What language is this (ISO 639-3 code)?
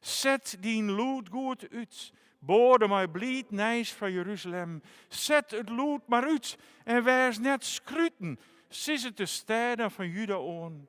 fry